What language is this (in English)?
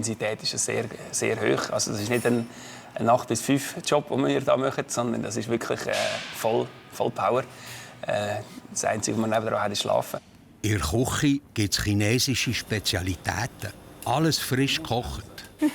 Swiss German